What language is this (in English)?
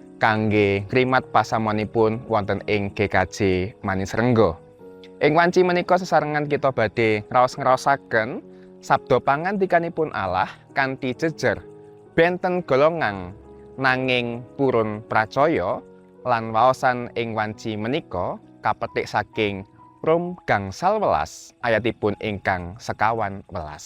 Javanese